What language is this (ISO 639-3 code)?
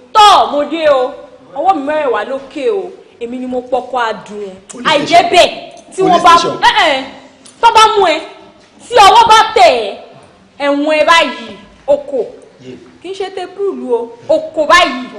yor